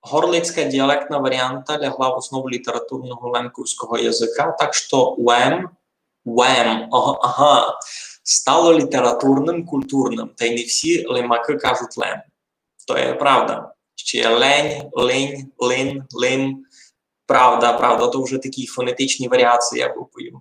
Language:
Rusyn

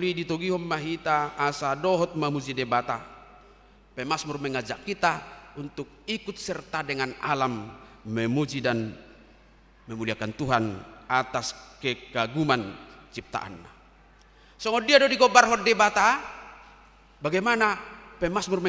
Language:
Batak Toba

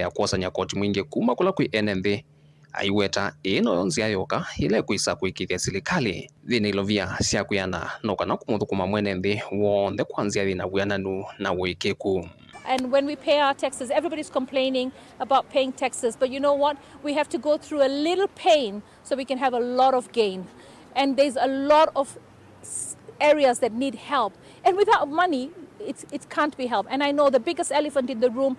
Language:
Kamba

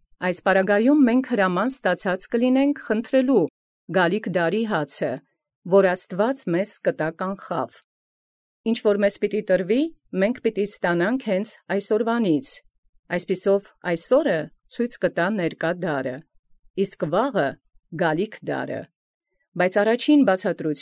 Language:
Armenian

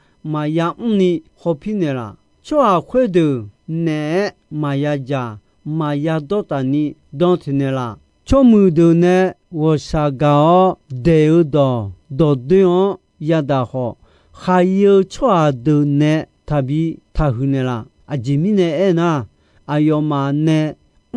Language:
Akha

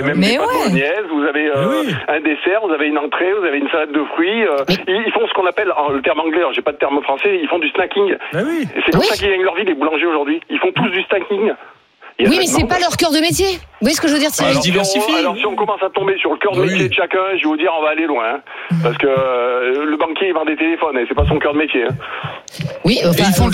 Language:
French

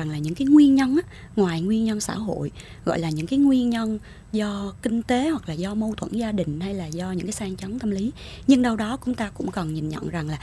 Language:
Vietnamese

